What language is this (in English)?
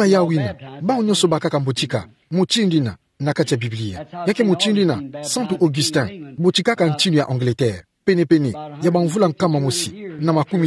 Kituba (Democratic Republic of Congo)